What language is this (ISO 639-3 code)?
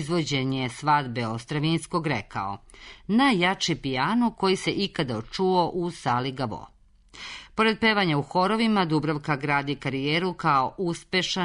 srp